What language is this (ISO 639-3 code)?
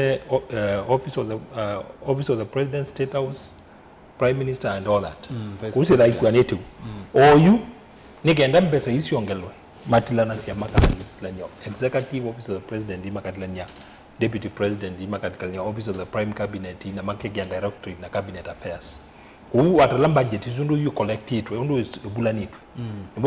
kam